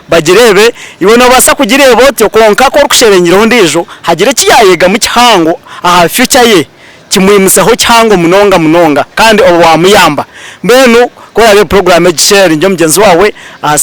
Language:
Nyankole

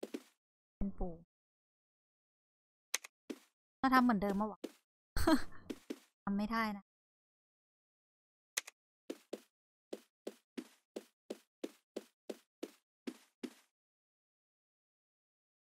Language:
Thai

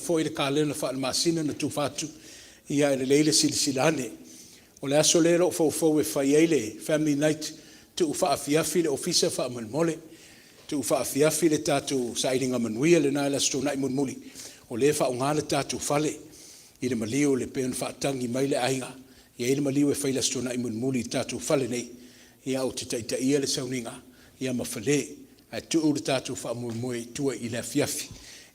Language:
Samoan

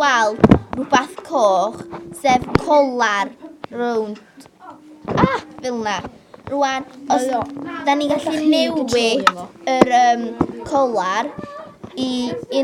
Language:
Welsh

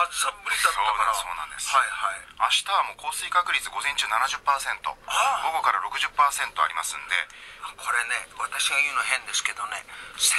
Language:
Japanese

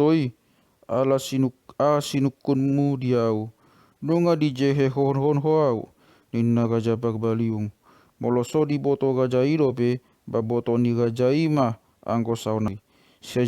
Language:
Batak Toba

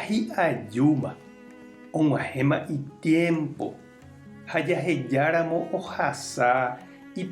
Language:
Guarani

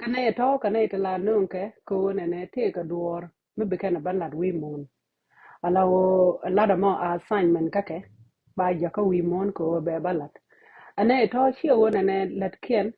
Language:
Nuer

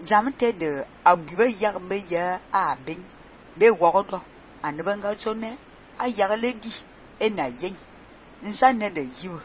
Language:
Fang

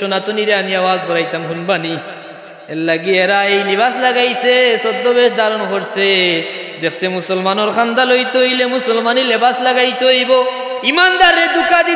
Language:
Sylheti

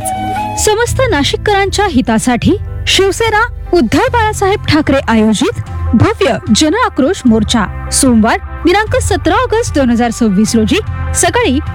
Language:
Marathi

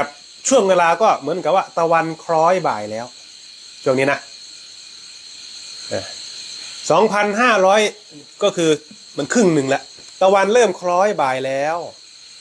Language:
Thai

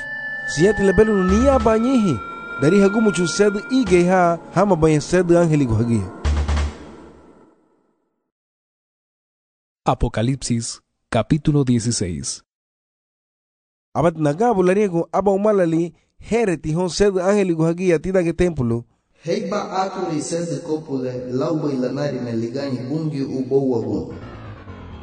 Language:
Garifuna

